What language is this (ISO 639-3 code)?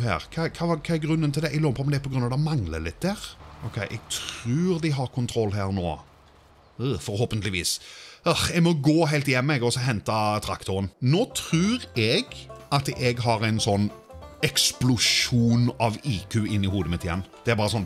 nor